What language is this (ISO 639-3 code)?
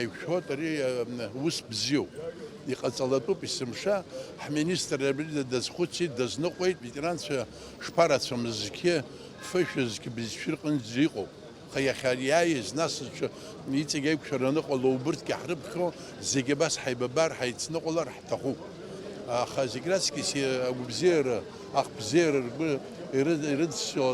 abk